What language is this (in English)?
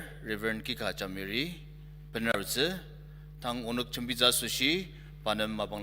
Ao Naga